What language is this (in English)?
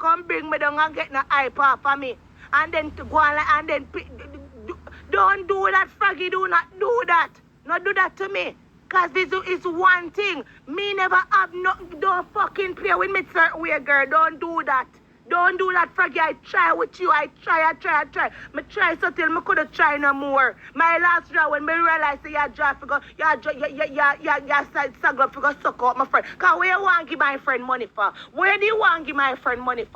Jamaican Creole English